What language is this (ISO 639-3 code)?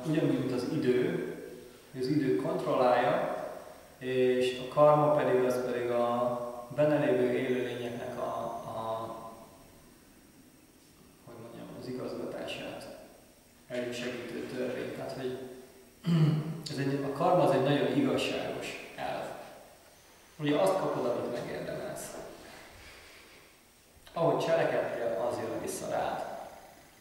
hun